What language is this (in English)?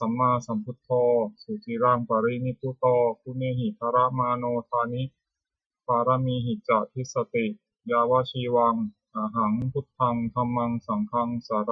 Pali